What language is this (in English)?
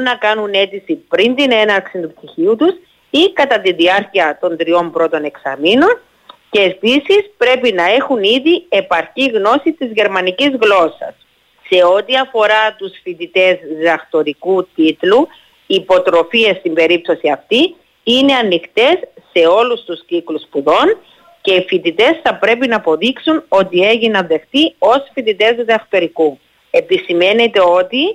Greek